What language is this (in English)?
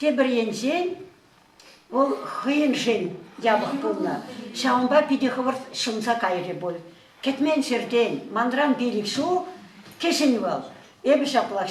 Chuvash